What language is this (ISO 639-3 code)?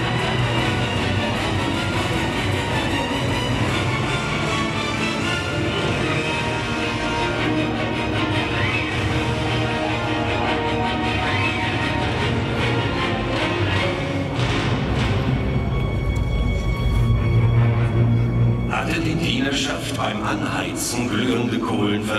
deu